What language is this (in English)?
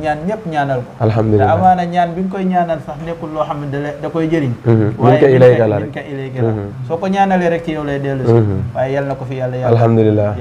Wolof